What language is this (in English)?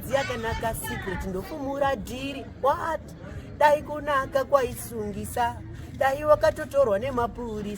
Shona